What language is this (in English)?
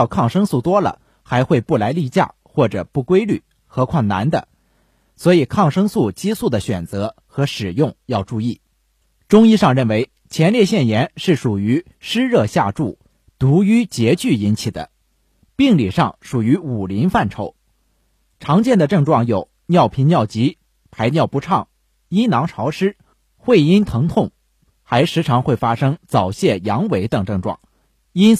Chinese